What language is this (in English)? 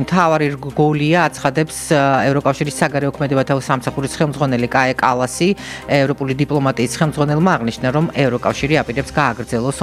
Georgian